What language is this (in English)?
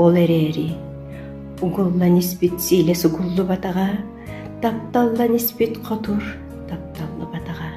Yakut